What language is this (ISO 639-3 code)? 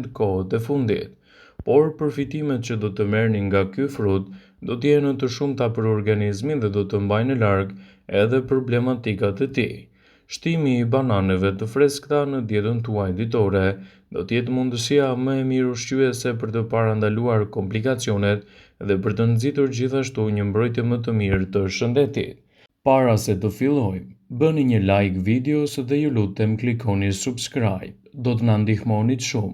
sqi